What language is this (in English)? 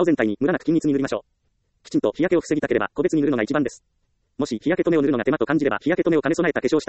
Japanese